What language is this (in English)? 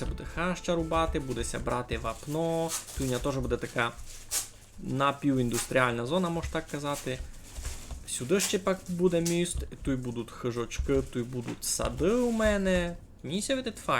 Rusyn